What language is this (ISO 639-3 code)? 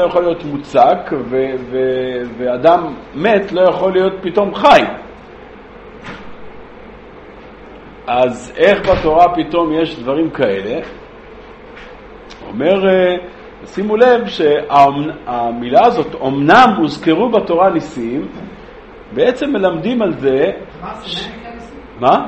heb